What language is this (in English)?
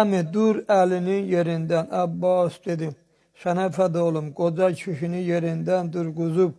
Azerbaijani